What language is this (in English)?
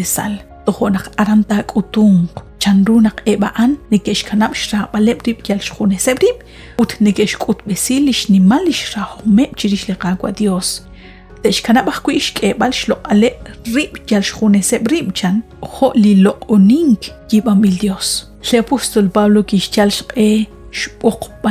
Kekchí